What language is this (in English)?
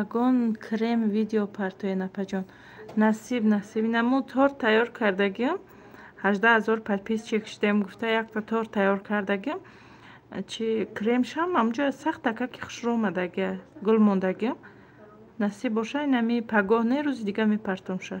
Tajik